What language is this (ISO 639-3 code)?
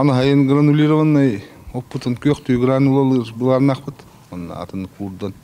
sah